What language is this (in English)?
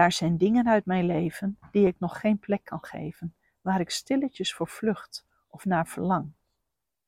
Dutch